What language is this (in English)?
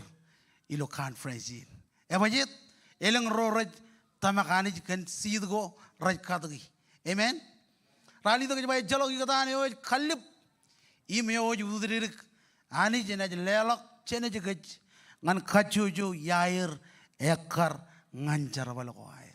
Marshallese